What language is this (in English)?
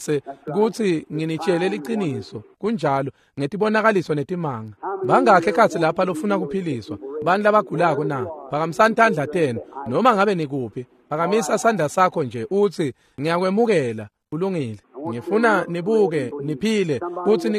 Swati